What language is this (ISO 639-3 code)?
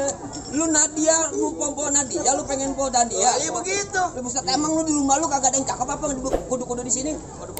bew